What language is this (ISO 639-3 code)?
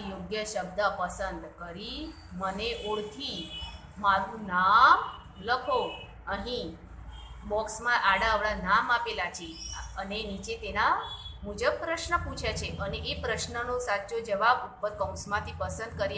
guj